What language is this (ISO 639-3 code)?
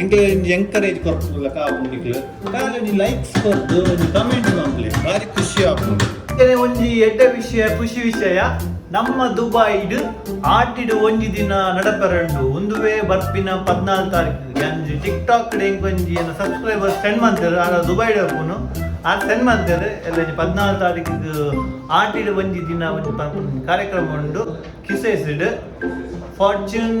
tcy